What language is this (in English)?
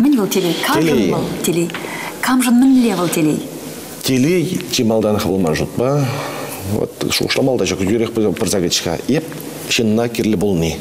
Chuvash